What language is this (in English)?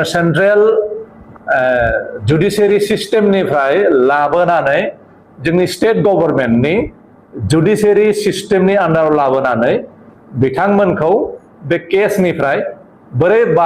Bodo